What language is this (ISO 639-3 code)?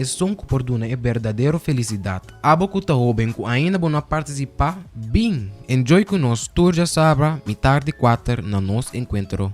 pap